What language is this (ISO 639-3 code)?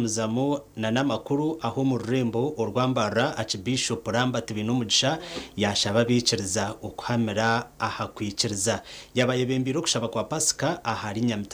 nyn